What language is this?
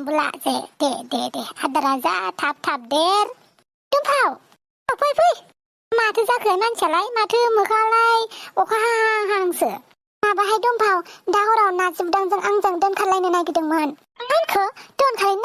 Bodo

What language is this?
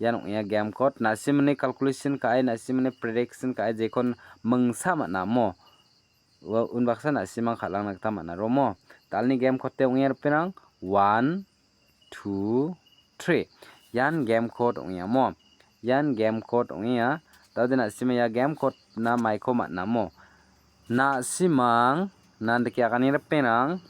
Garo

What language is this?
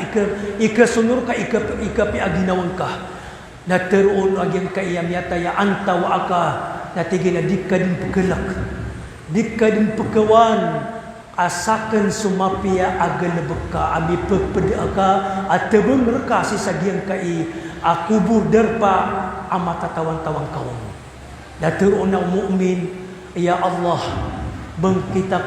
Maranao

